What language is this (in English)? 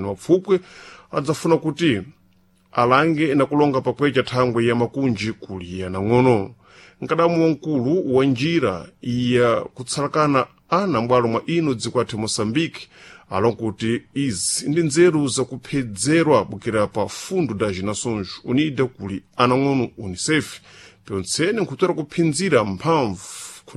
Sena